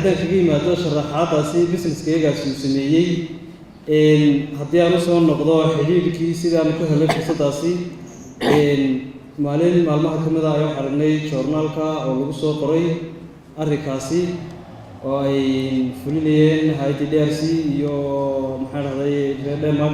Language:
Somali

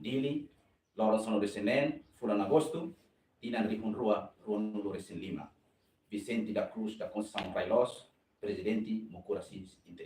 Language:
Tetum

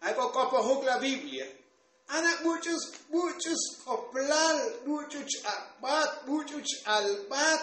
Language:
Tzotzil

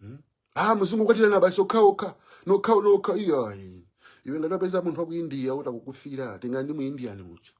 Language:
Nyanja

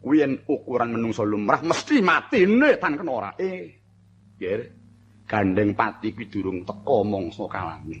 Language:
Javanese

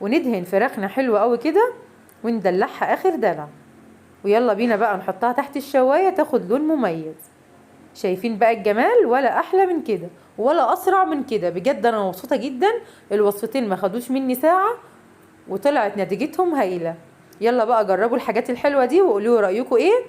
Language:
Egyptian Arabic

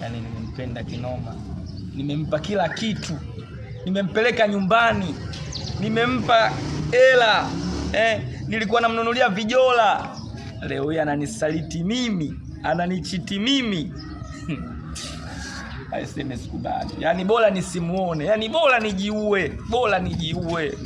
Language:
Swahili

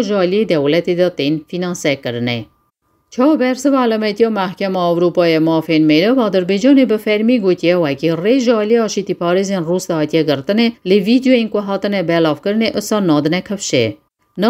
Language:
Kurdish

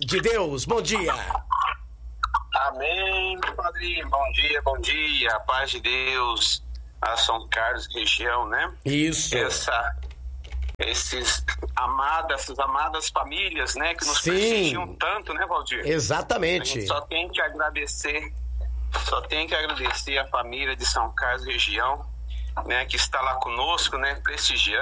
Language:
Portuguese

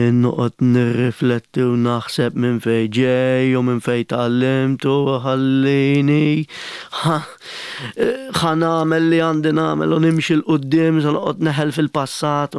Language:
Maltese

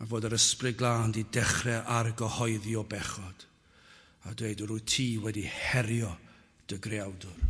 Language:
Welsh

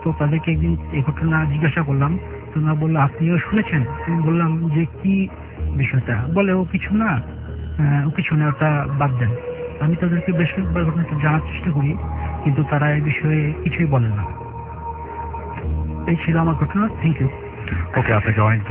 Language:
Bangla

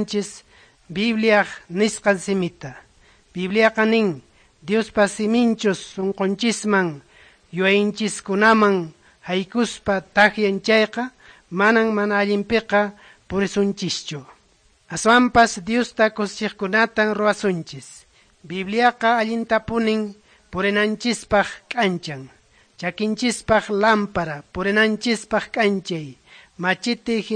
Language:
Quechua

